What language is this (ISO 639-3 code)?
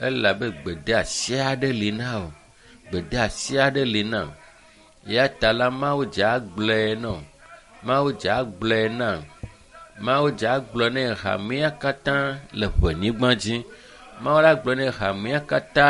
ewe